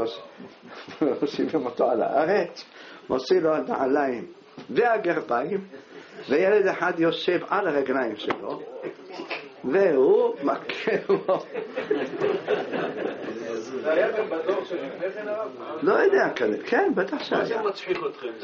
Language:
Hebrew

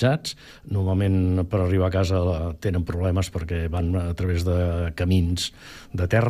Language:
Catalan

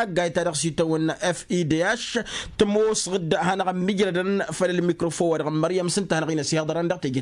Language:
Tamasheq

